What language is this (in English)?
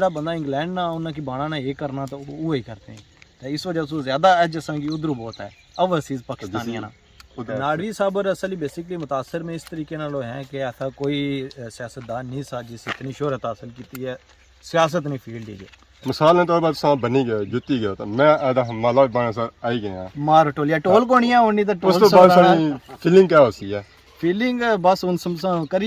Pahari-Potwari